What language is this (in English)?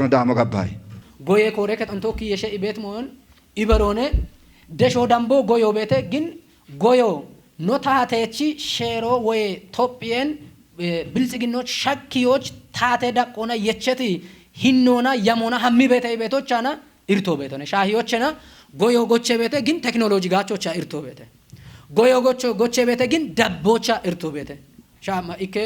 Kafa